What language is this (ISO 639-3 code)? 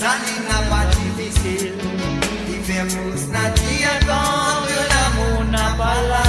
mfe